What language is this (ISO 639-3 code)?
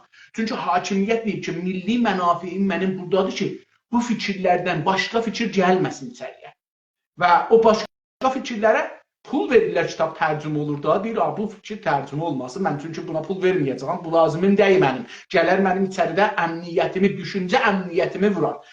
azb